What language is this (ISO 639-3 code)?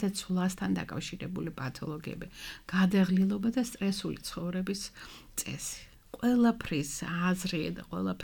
kat